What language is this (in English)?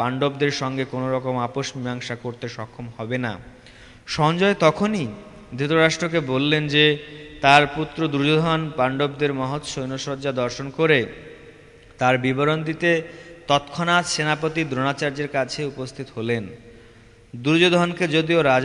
Bangla